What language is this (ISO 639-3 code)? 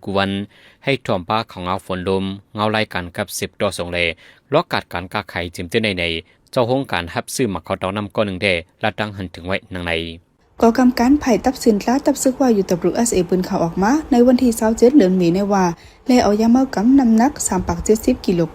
shn